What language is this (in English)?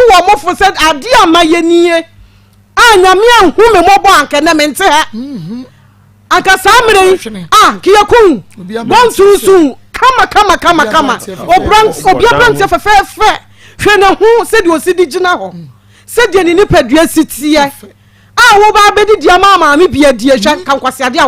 Akan